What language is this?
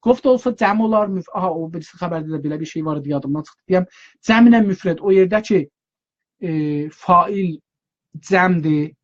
South Azerbaijani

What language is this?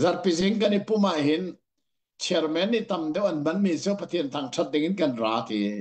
Hakha Chin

